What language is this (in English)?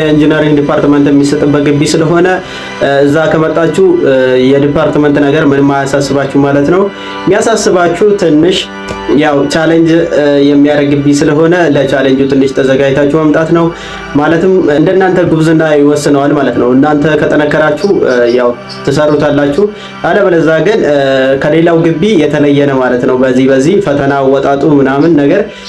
Amharic